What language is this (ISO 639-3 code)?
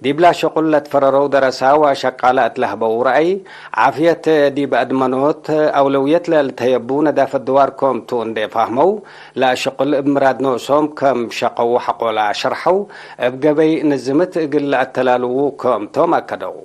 tig